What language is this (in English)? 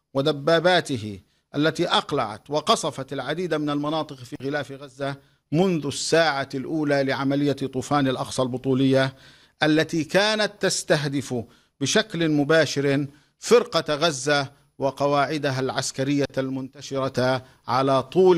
Arabic